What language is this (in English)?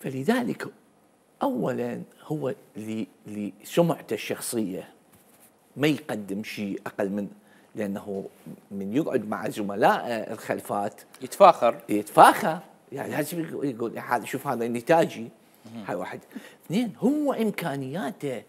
Mesopotamian Arabic